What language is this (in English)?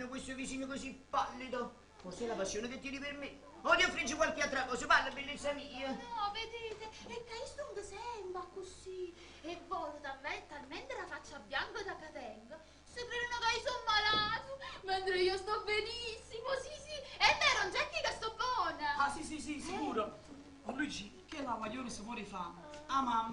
Neapolitan